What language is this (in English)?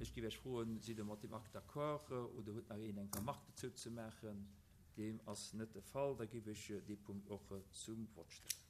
Luxembourgish